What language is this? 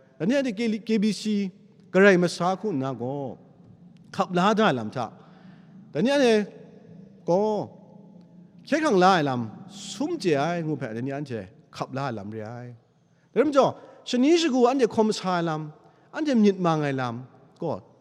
Kachin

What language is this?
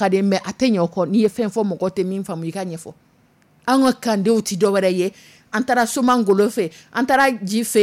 Dyula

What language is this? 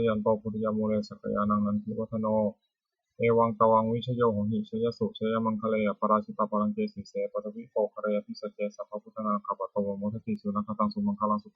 Pali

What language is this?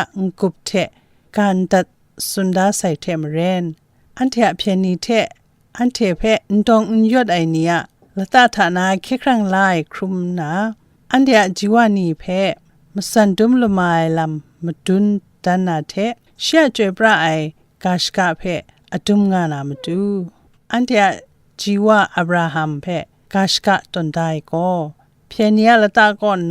Kachin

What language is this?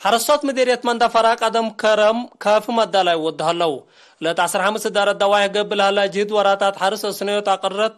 Tigre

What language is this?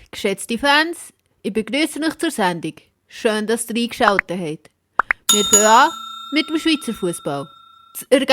Swiss German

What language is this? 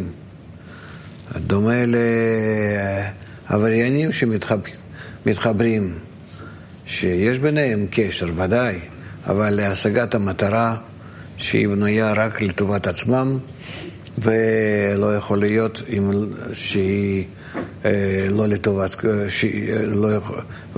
Hebrew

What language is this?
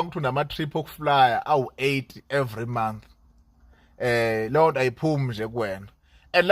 Zulu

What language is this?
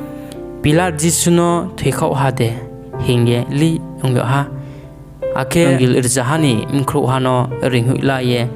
Riang (India)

